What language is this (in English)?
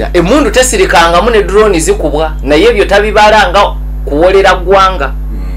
Ganda